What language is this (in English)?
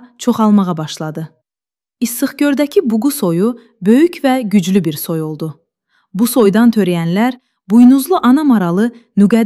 Azerbaijani